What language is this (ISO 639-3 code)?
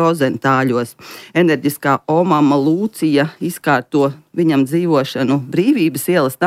lav